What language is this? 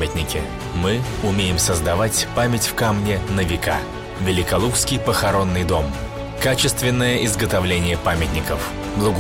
Russian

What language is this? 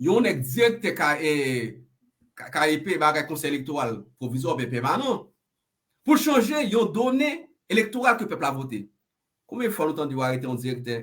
Haitian Creole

